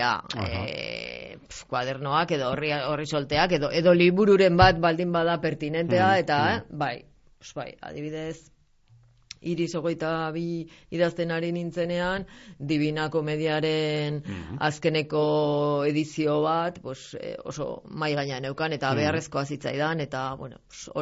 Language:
Basque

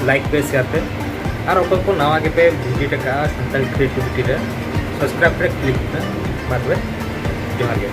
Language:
Santali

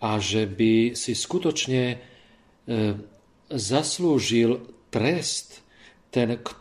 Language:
Slovak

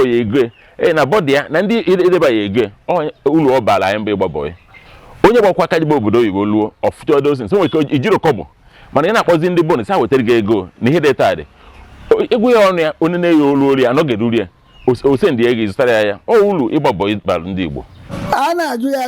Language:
Igbo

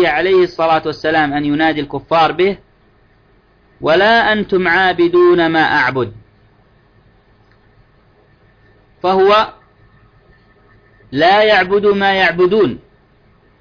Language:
Arabic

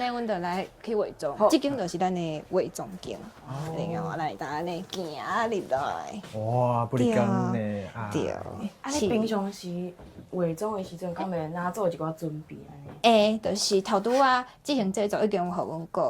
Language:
Min Nan Chinese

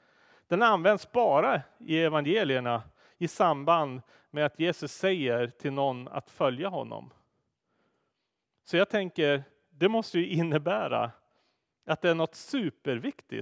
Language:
Swedish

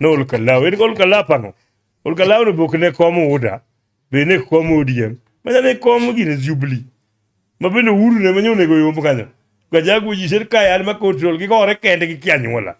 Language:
Luo (Kenya and Tanzania)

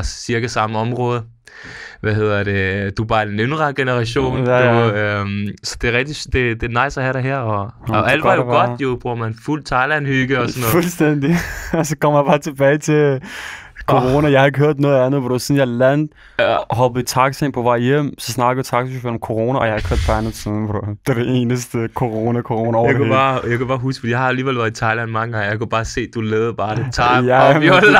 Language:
Danish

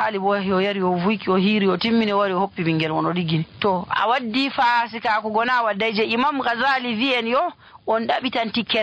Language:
Nigerian Fulfulde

